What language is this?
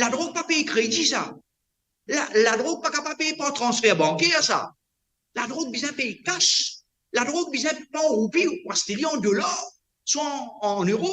Morisyen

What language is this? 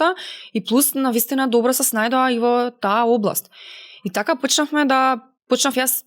Macedonian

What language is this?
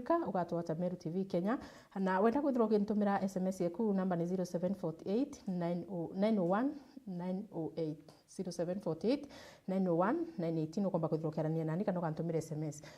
Meru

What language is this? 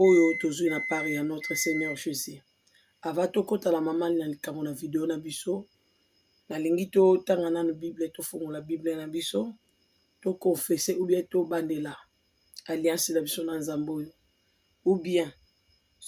Lingala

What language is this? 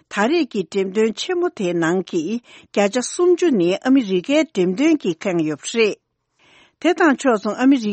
Tibetan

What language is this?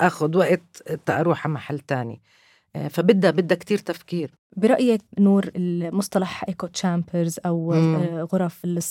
North Levantine Arabic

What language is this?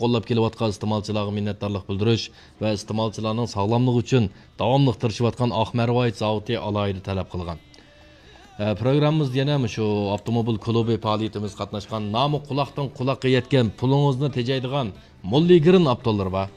Uyghur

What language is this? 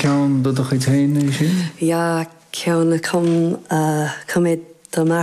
Irish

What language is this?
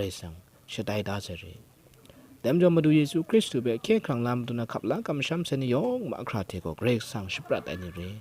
Kachin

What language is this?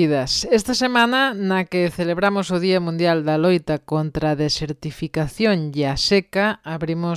Galician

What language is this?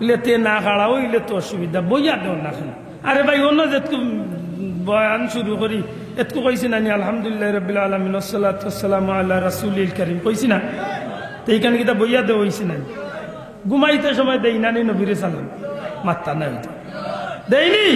Sylheti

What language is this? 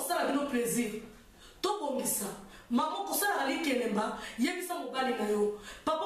Lingala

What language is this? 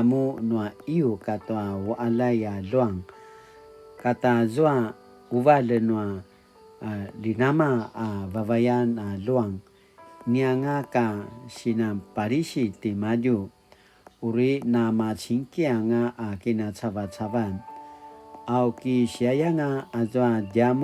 Paiwan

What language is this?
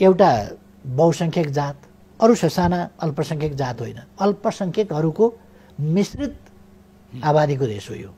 Nepali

